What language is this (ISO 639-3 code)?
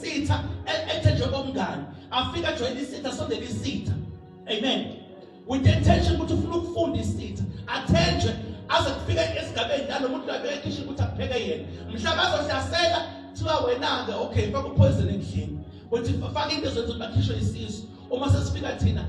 zul